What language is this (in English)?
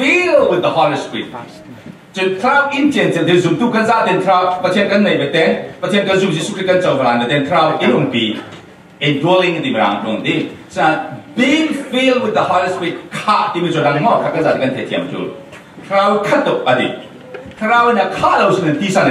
Falam Chin